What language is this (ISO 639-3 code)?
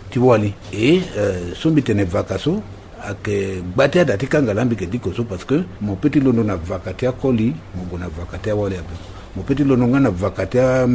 sag